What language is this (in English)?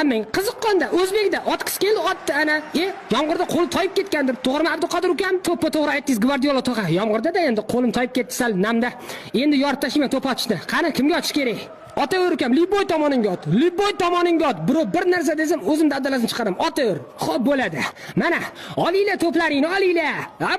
Uzbek